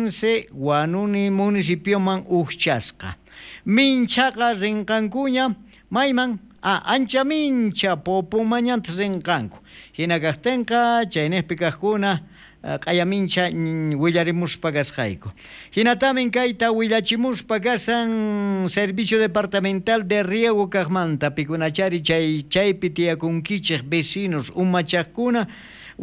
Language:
South Bolivian Quechua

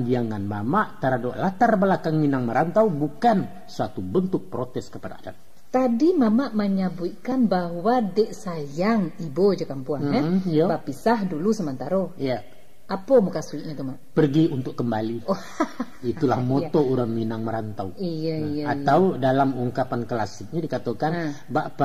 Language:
Minangkabau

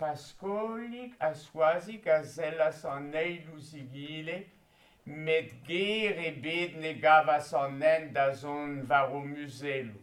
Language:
Breton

